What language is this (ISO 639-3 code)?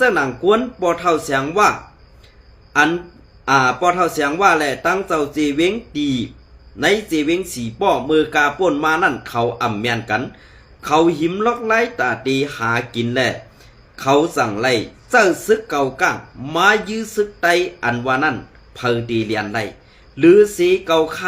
shn